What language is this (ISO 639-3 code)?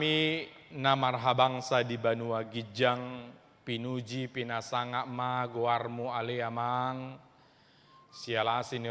bbc